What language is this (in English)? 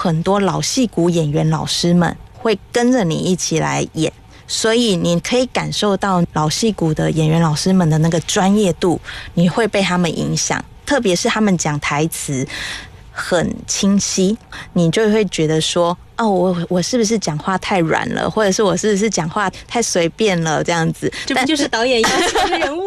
Chinese